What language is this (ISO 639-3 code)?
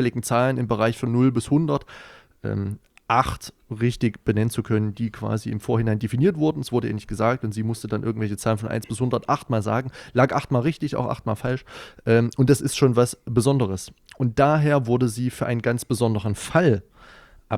deu